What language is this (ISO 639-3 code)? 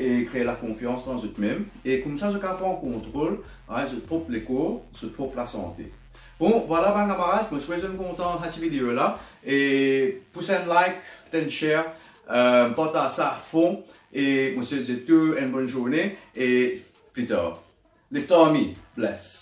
mfe